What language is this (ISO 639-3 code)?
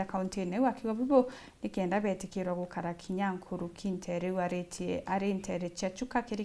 mer